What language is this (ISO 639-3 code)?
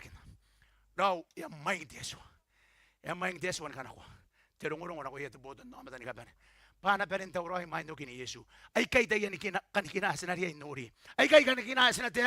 gil